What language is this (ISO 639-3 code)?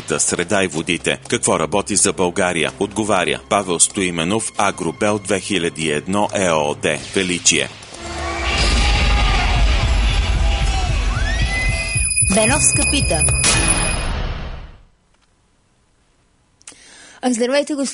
bul